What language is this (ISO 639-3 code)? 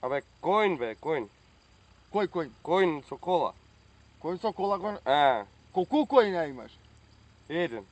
mkd